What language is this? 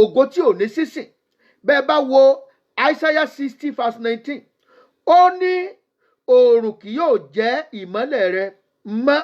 Yoruba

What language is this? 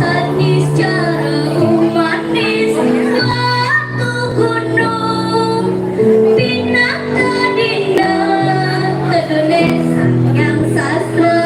Balinese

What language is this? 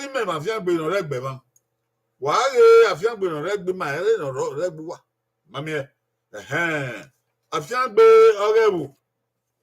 Bini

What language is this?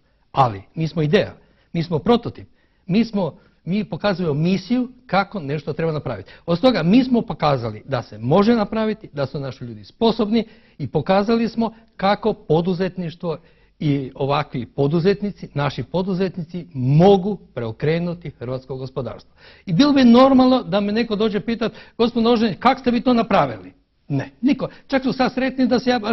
Croatian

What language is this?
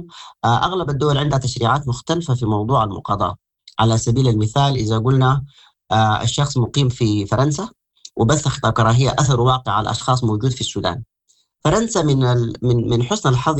Sudanese Arabic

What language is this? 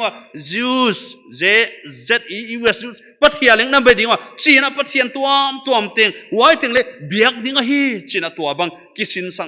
Paite Chin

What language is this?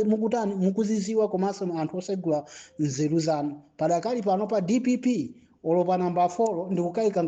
Nyanja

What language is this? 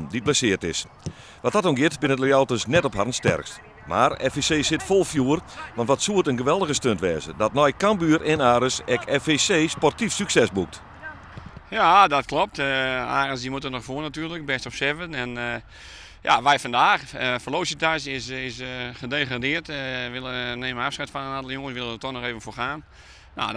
Western Frisian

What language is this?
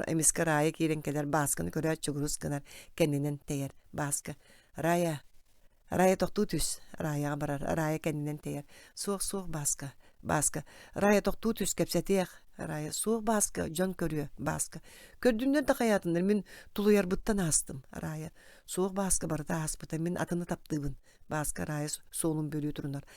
Yakut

